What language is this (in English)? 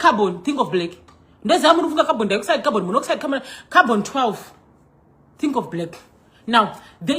Shona